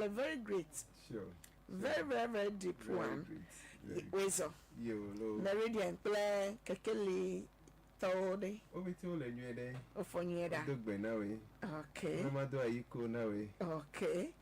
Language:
Ewe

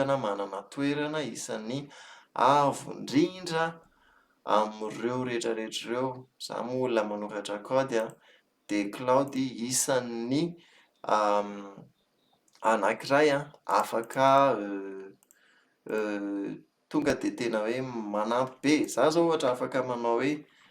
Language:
Malagasy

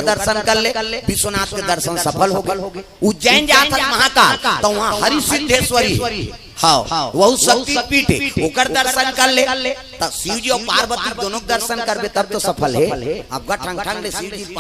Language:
Chhattisgarhi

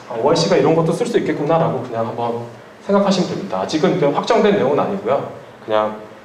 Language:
Korean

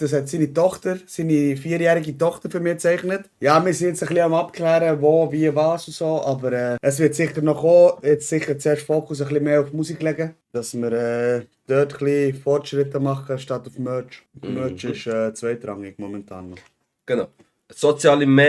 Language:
Swiss German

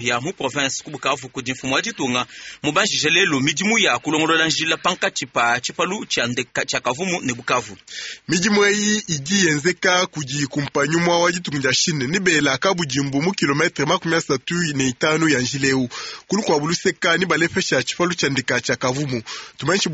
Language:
Luba-Lulua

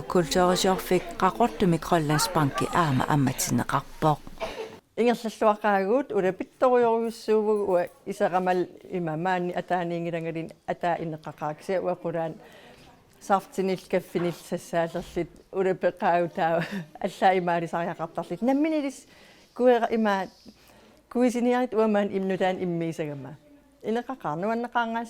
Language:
Kalaallisut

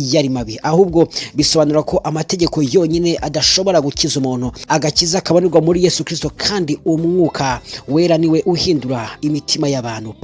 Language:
Kinyarwanda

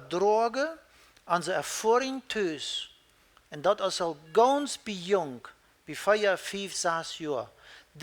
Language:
Plautdietsch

